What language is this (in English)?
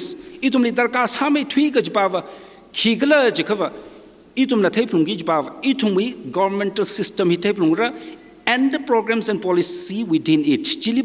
Tangkhul Naga (India)